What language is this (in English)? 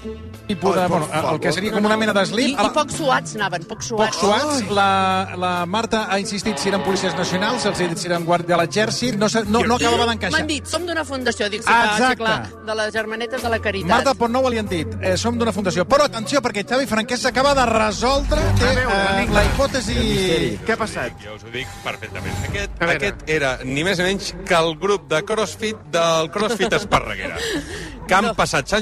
Catalan